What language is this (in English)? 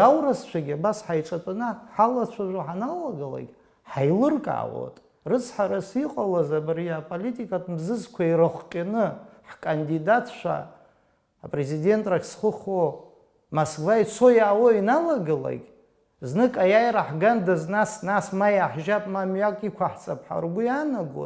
Abkhazian